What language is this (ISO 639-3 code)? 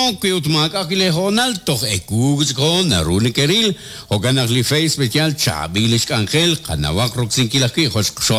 kek